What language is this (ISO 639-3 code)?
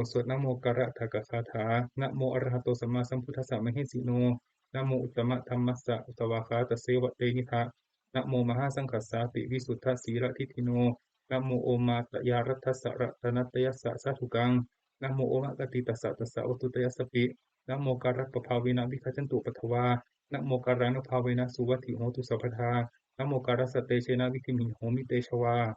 pli